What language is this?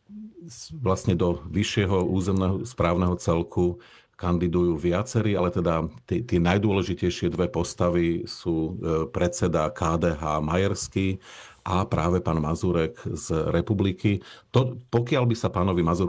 Slovak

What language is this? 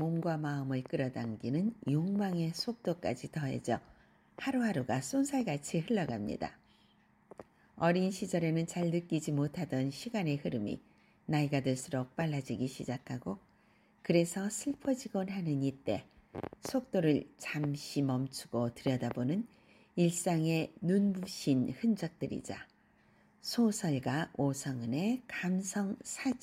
Korean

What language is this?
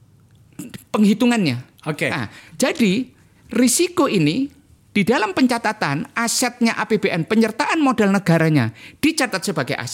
Indonesian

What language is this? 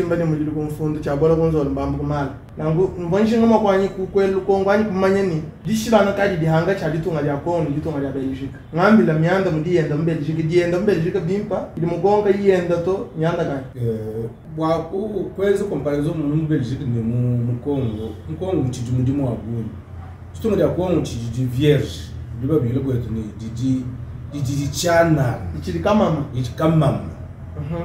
Luba-Lulua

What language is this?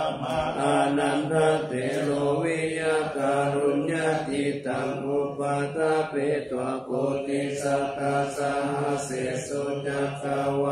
Pali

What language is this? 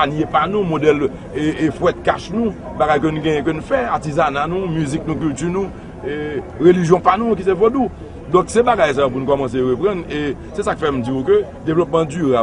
Haitian Creole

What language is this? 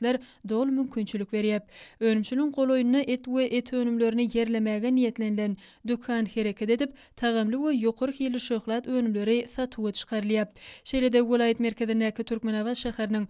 Turkmen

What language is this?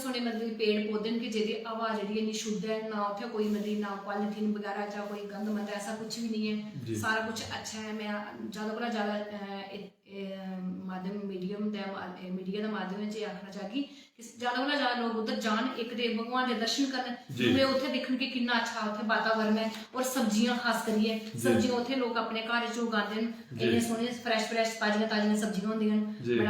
Dogri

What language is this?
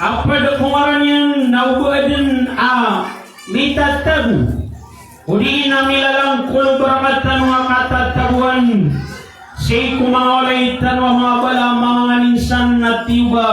Maranao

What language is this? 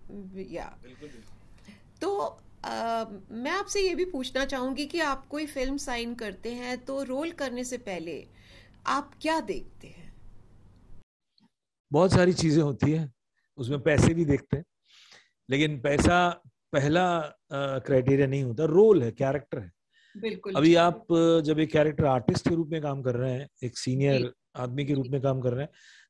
Hindi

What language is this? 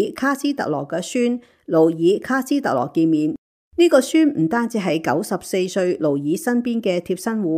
Cantonese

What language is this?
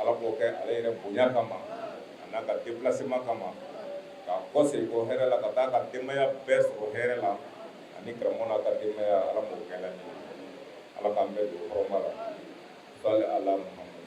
Bambara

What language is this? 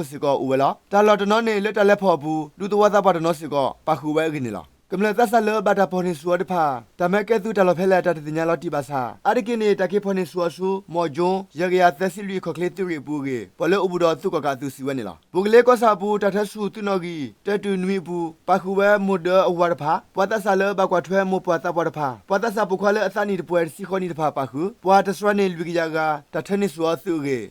S'gaw Karen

